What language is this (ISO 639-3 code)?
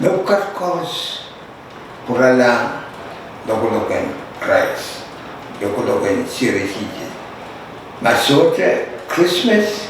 pon